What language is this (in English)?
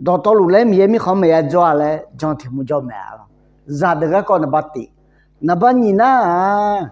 Akha